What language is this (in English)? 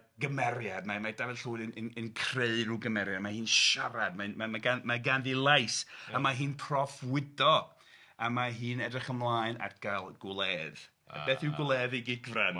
Welsh